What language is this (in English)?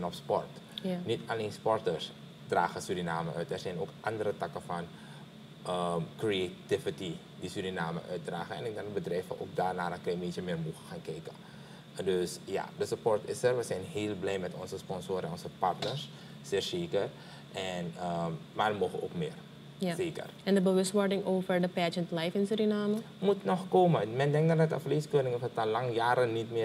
Dutch